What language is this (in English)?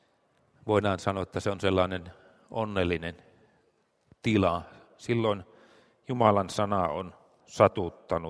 Finnish